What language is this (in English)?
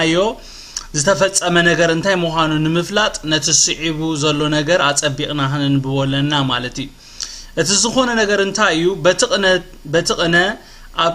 Tigrinya